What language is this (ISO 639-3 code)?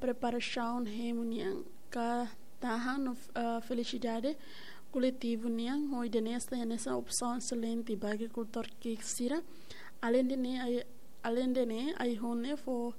tet